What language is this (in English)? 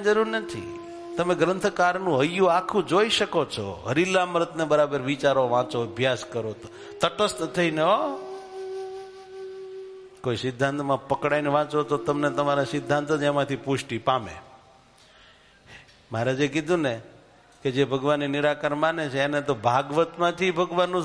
Gujarati